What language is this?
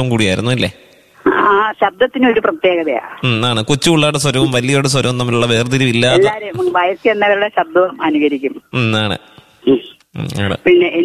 Malayalam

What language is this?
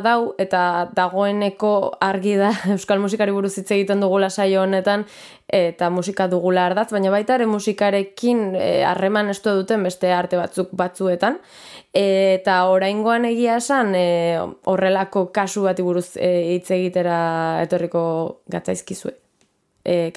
Basque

